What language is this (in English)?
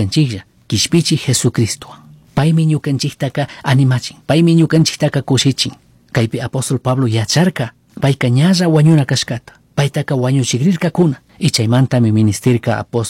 Chimborazo Highland Quichua